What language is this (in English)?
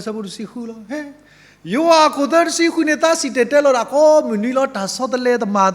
S'gaw Karen